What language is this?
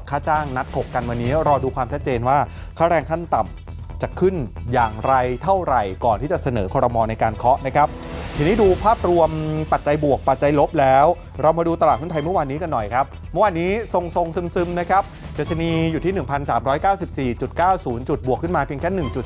Thai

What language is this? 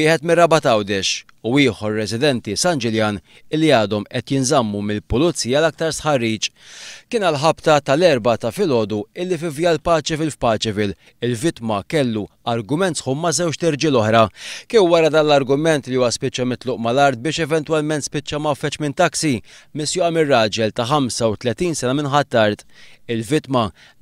Maltese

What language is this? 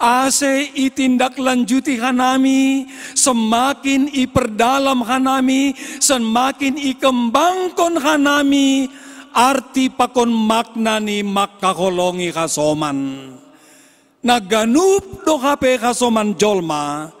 Batak Simalungun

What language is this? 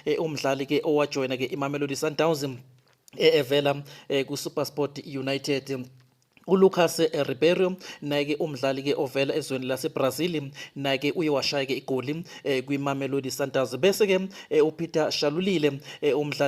Zulu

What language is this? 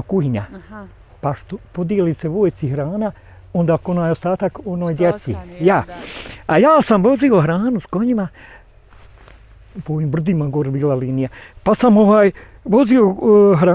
Bosnian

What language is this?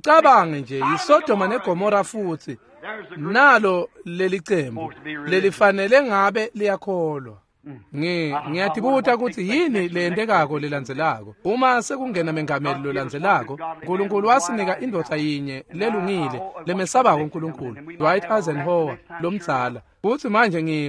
Swati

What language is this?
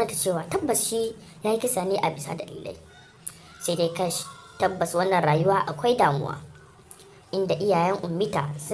Hausa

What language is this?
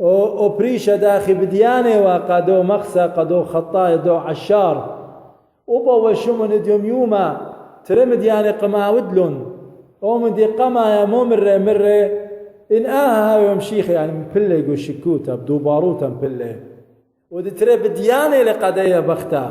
Assyrian Neo-Aramaic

